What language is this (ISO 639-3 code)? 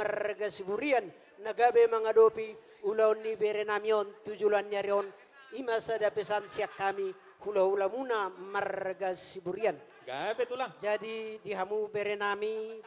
bbc